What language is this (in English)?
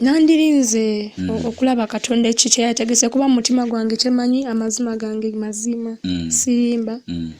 Ganda